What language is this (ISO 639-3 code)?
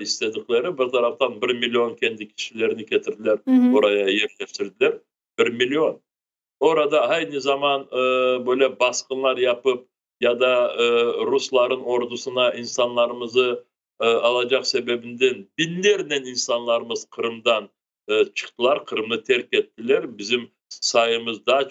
crh